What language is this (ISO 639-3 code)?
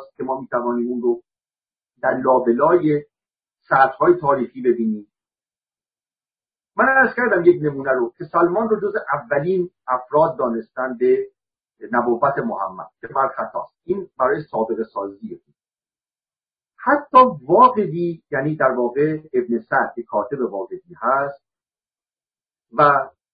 fas